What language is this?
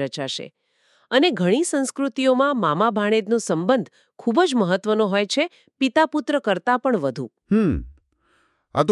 Gujarati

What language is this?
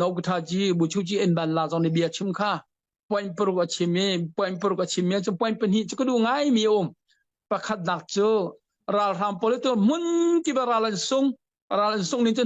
Hakha Chin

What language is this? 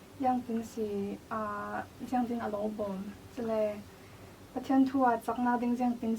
Falam Chin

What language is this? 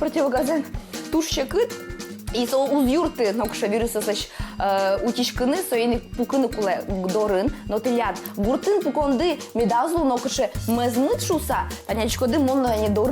Udmurt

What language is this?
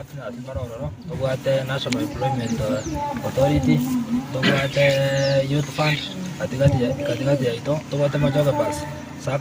Gusii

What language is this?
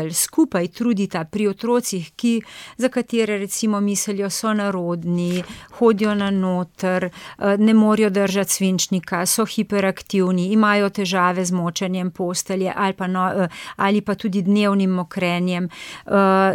Slovenian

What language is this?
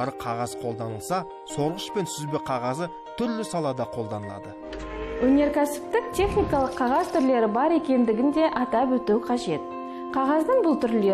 Kazakh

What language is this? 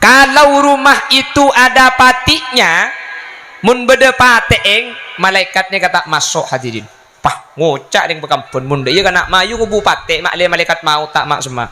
Madurese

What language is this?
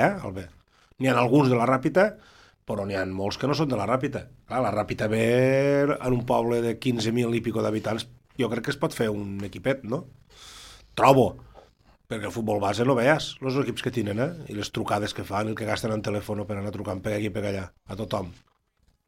Catalan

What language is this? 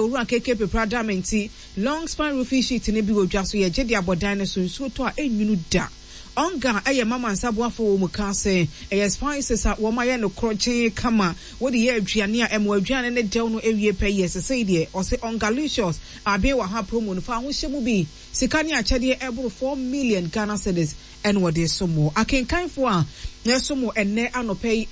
Akan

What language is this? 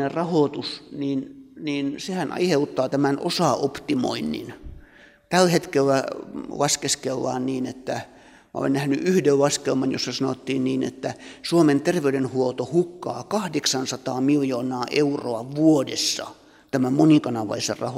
Finnish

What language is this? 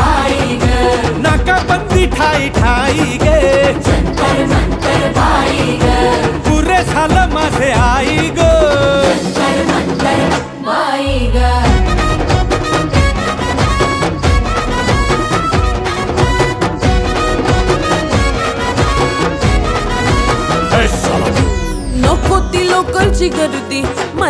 Marathi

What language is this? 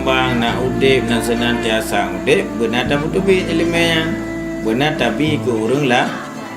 Achinese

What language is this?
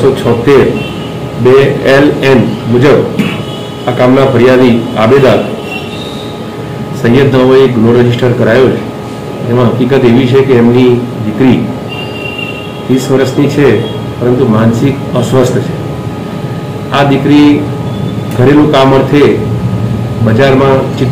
Gujarati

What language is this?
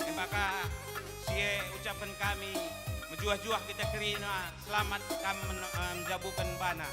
Batak Karo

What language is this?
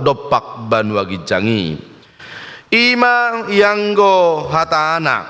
Batak Toba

